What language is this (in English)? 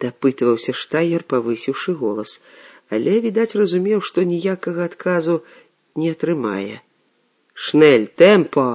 Belarusian